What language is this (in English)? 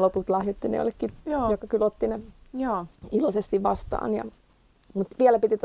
Finnish